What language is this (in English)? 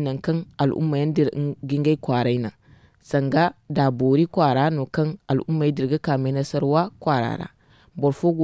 Zarma